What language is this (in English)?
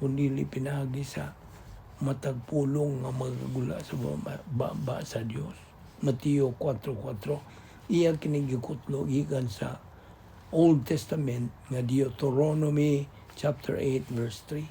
Cebuano